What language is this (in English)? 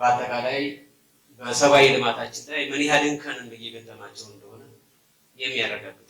Amharic